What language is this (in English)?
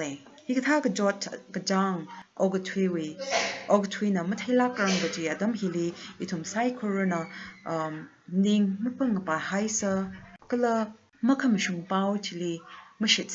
Tangkhul Naga (India)